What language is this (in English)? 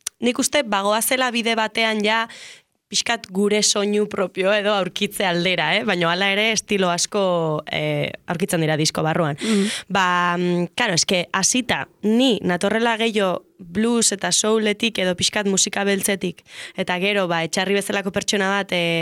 Basque